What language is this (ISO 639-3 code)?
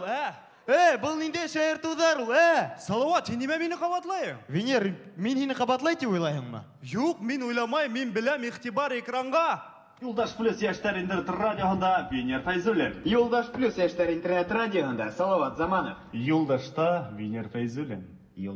bak